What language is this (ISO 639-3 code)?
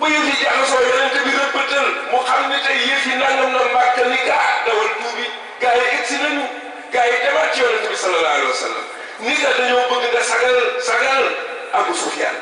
wol